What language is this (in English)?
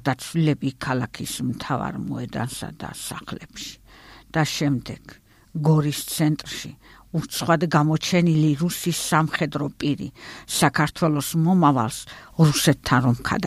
Georgian